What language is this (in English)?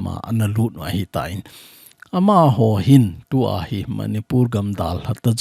Thado Chin